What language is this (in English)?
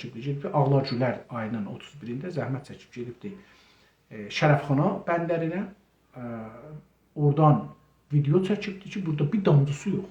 South Azerbaijani